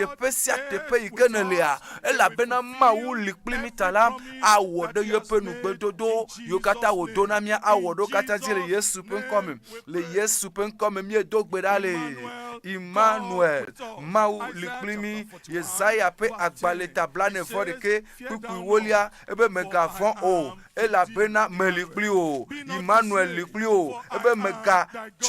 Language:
Ewe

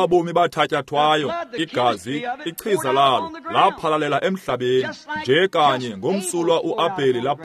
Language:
Xhosa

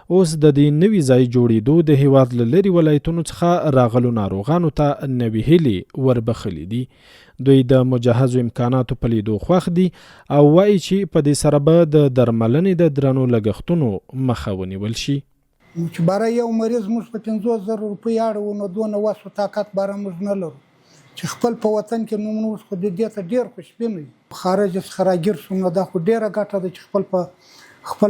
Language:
Pashto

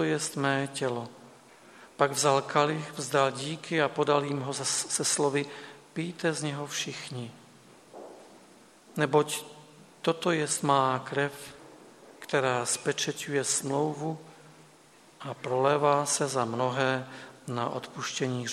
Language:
Czech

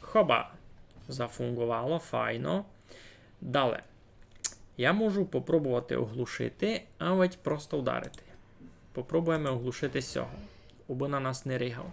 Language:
Rusyn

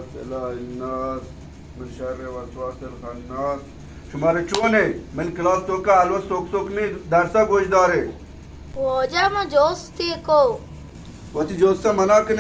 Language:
Baluchi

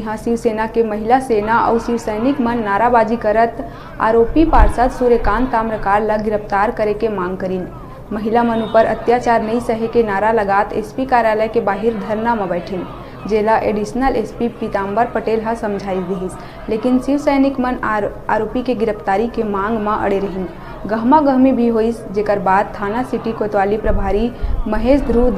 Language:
Chhattisgarhi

